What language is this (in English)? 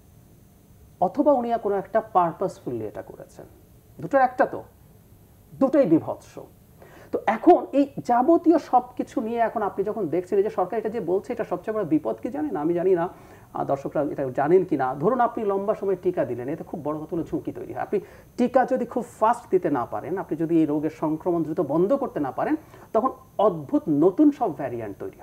Bangla